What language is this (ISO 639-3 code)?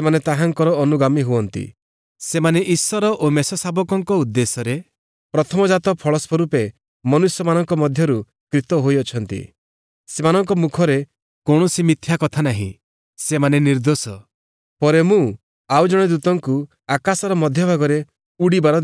ori